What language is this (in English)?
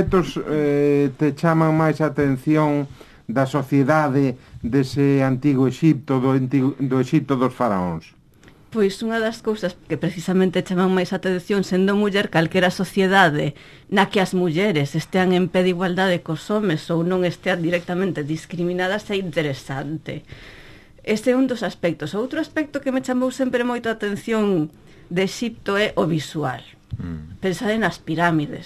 Galician